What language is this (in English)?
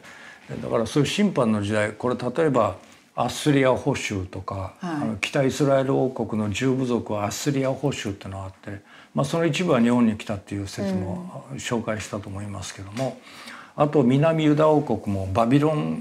Japanese